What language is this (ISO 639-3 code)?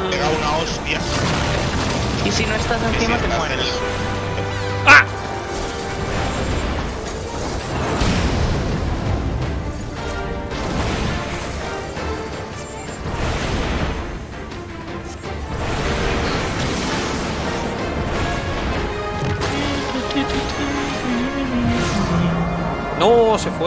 spa